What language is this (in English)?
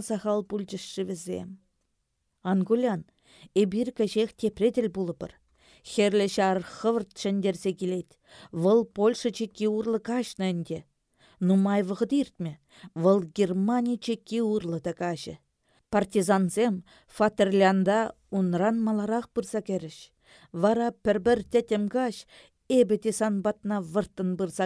Chuvash